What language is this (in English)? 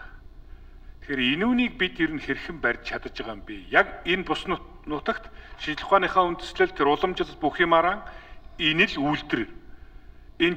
Mongolian